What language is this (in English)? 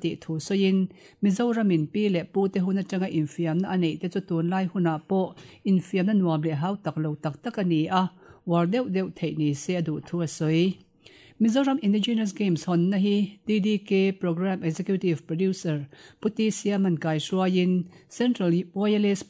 Mizo